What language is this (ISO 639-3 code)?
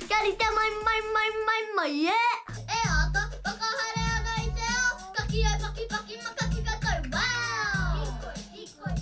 mri